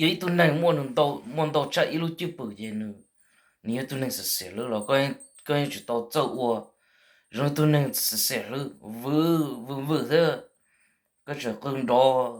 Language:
Hmong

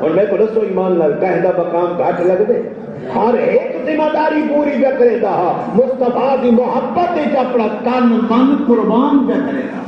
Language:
Saraiki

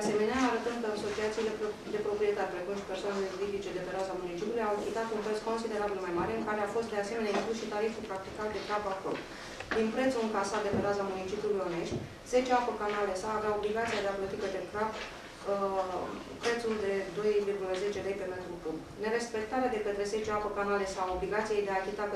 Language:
Romanian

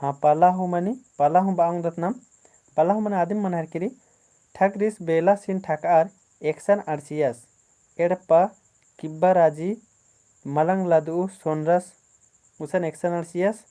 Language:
Kurukh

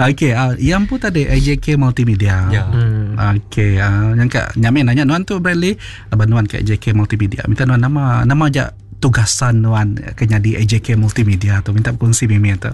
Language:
Iban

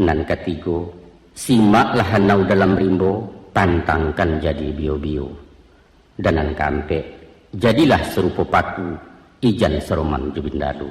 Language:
Minangkabau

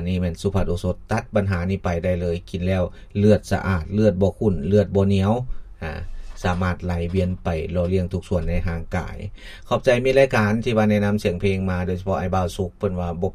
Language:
Lao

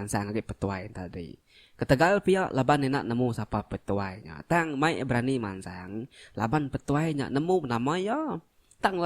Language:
Iban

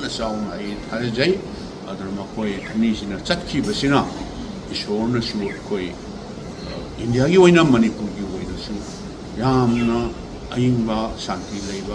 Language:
Manipuri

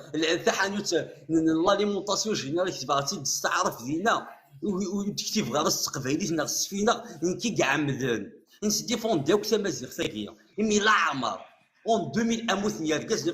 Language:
Kabyle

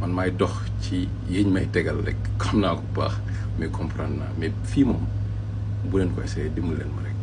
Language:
Wolof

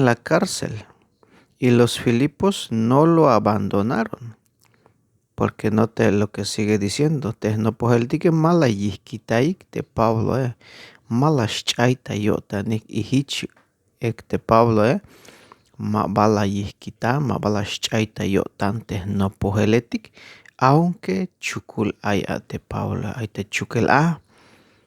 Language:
Tzeltal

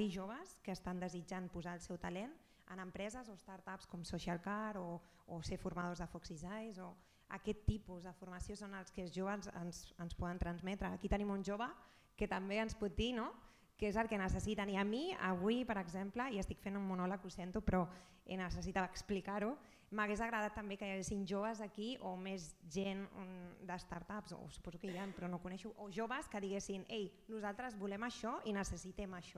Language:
Catalan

